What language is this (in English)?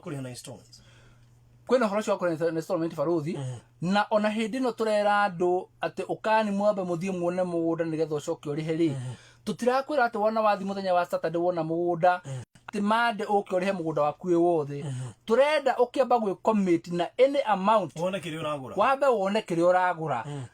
Kikuyu